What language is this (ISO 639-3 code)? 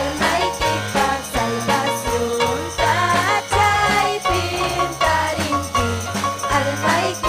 quy